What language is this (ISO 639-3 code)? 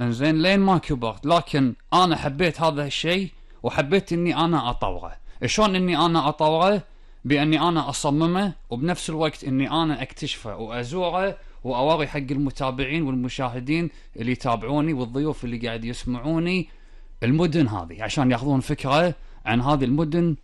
afb